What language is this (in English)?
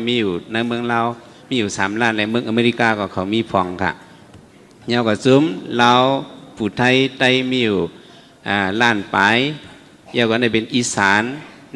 Shan